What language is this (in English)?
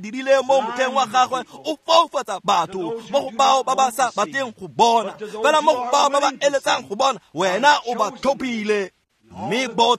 Tswana